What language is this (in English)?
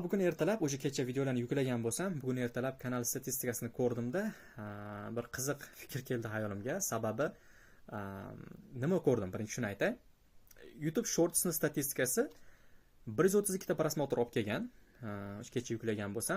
Uzbek